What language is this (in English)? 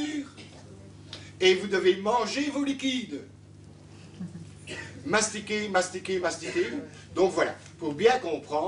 French